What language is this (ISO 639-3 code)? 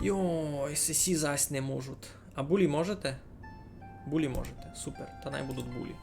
rue